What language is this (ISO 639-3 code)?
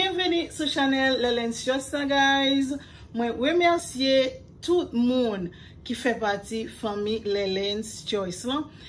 hat